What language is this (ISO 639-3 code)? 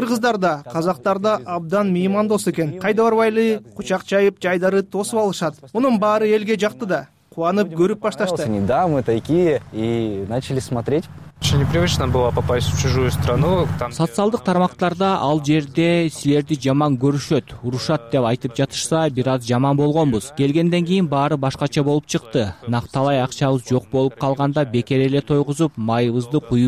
kir